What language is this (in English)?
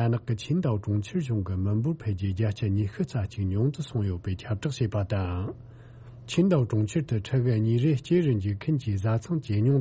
Tibetan